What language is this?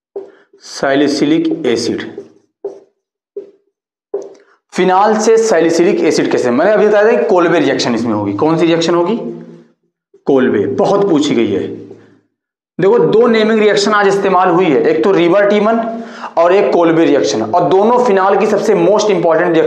Hindi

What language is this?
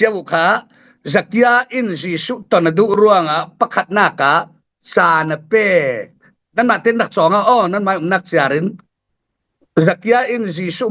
Falam Chin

